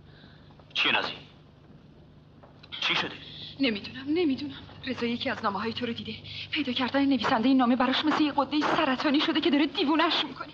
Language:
Persian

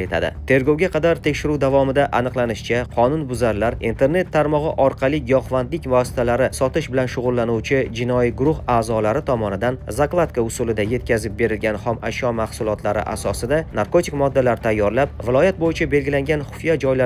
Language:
Uzbek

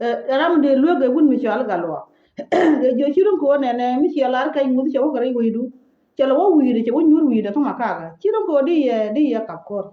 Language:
Nuer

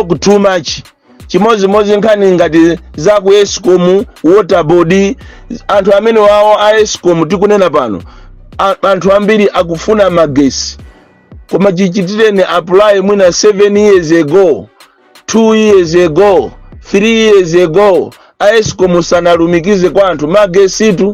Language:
Nyanja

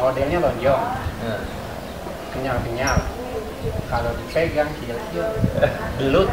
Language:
Betawi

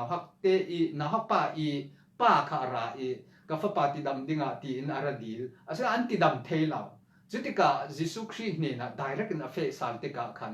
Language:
Falam Chin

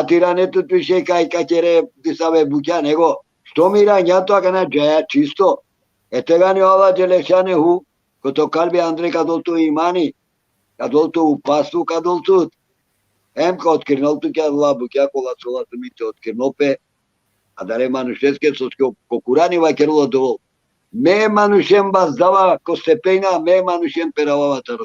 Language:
Balkan Romani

